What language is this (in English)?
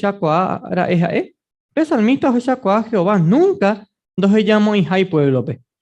Guarani